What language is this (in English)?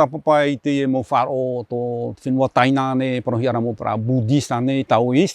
Tahitian